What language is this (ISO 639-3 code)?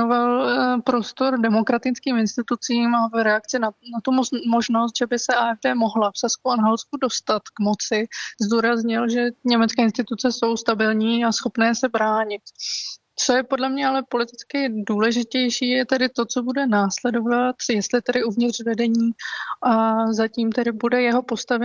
ces